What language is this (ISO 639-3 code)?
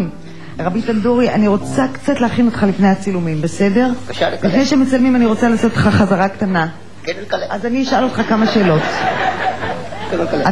heb